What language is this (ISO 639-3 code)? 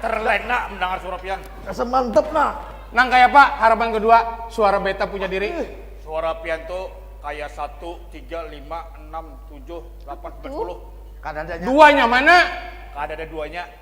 bjn